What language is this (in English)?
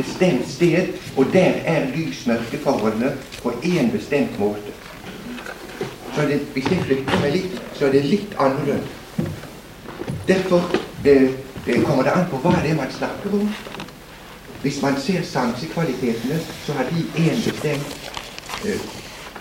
Norwegian